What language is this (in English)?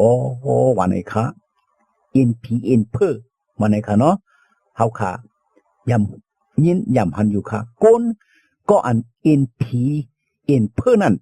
Shan